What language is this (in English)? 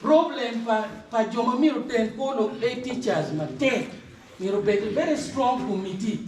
Acoli